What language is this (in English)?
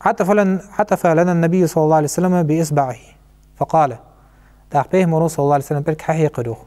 Ingush